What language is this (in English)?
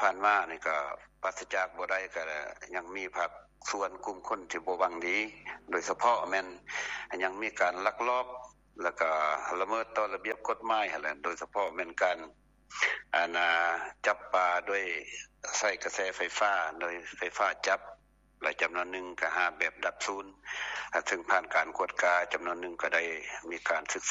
Lao